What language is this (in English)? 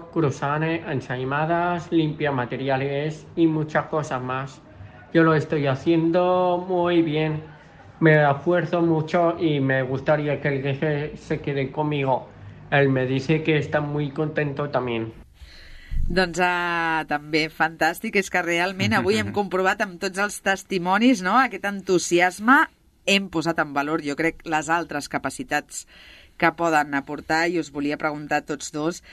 Catalan